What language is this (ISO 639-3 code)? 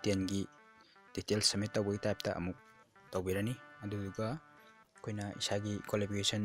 mni